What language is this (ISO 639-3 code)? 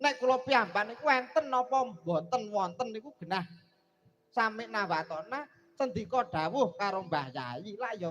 jav